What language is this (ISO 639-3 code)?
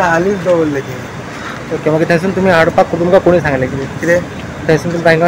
kok